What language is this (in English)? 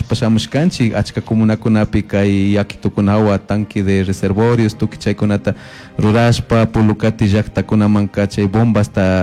Chimborazo Highland Quichua